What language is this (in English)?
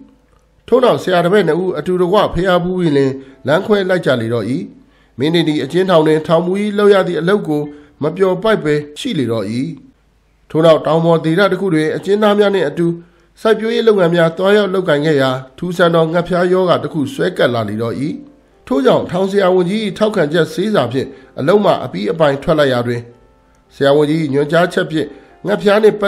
Burmese